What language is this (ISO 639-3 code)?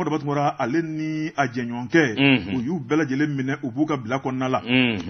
bam